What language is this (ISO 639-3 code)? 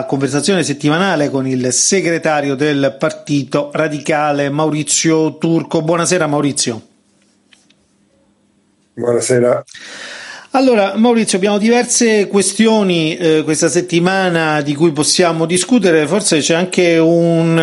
ita